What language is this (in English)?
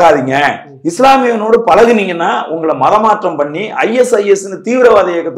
Tamil